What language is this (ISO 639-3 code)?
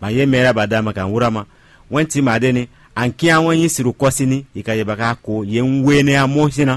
fon